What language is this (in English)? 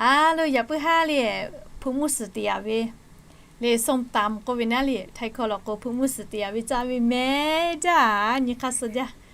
Lahu